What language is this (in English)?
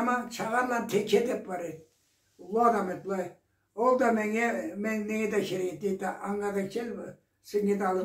Karachay-Balkar